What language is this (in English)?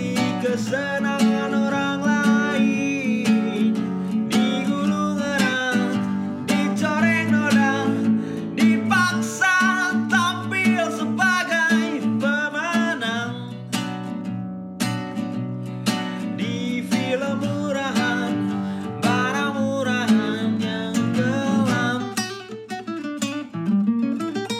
Indonesian